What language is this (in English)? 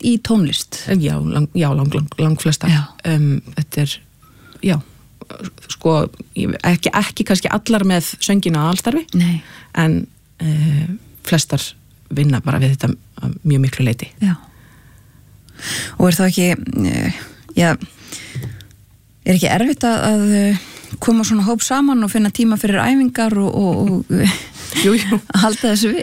Icelandic